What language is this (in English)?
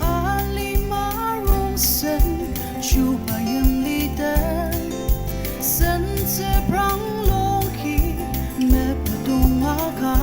Ao Naga